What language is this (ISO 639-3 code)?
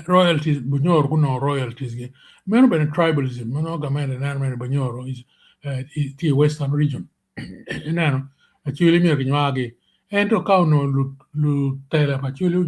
ach